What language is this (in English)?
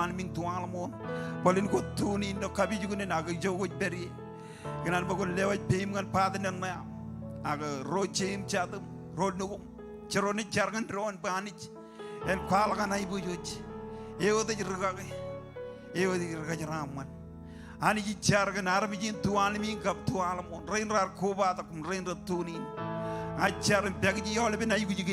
Marshallese